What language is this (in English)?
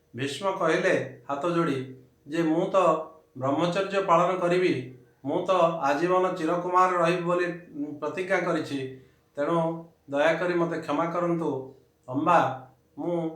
Odia